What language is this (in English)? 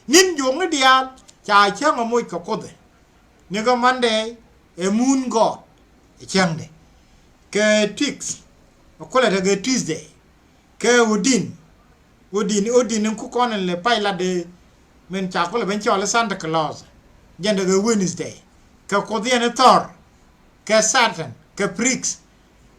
Nuer